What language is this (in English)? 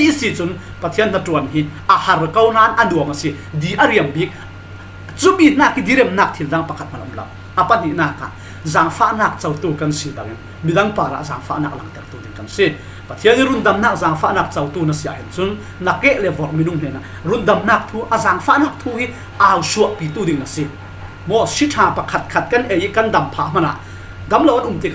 Falam Chin